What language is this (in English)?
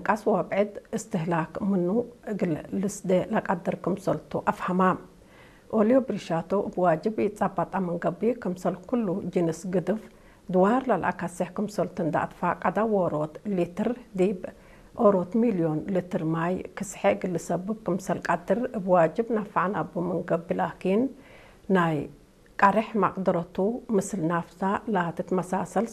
Tigre